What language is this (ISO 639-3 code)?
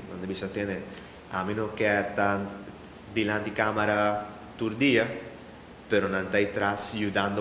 pap